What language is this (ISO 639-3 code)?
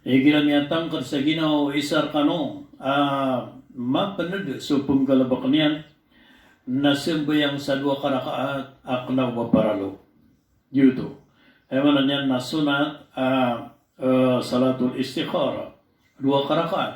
mrw